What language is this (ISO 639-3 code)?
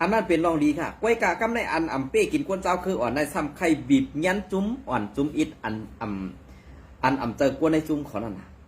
shn